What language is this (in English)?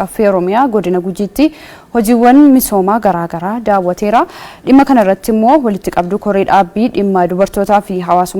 Oromo